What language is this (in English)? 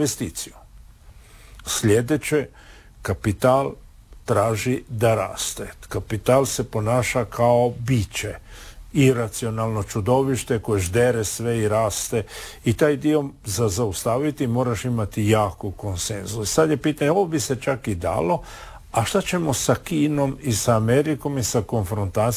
Croatian